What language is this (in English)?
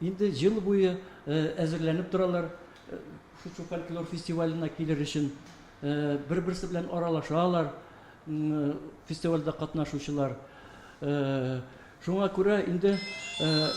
Tatar